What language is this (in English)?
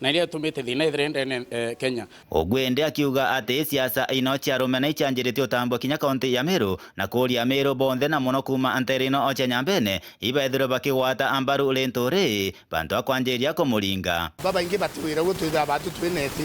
Meru